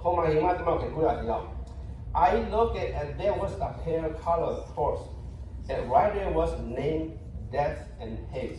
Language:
Lahu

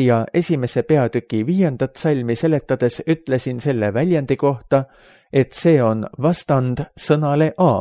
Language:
Estonian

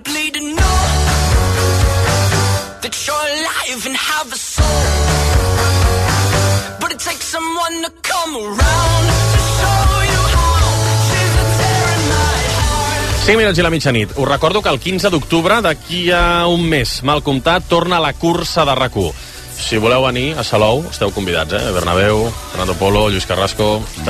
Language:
Catalan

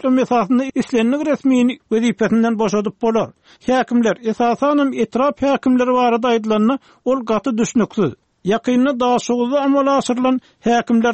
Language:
Turkmen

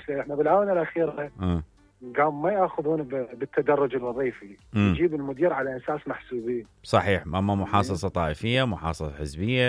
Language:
Mesopotamian Arabic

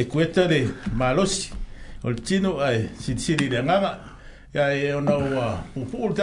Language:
Samoan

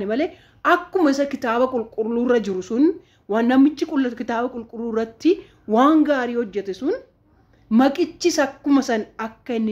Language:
Oromo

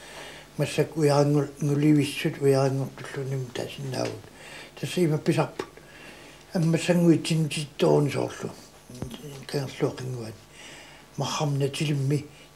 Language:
Kalaallisut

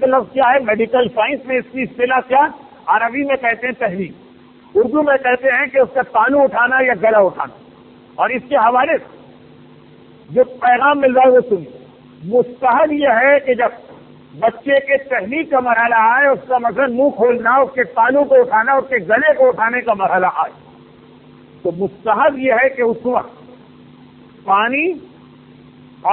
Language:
Urdu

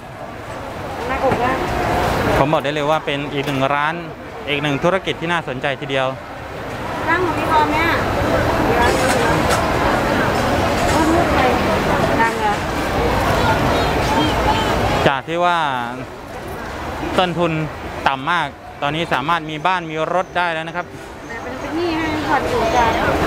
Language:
Thai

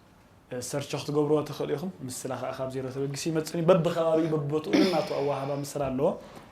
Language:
Tigrinya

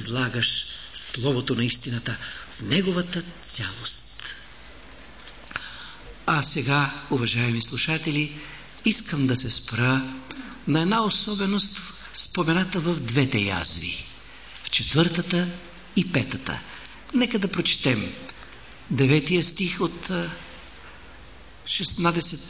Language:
Bulgarian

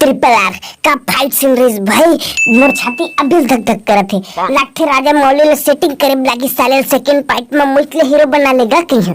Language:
Chhattisgarhi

